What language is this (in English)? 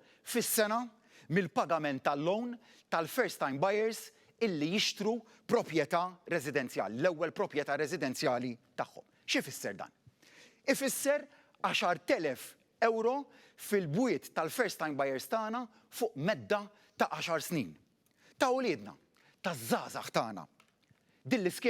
Maltese